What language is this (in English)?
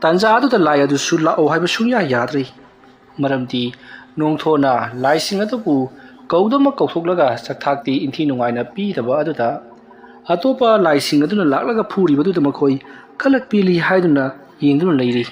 Manipuri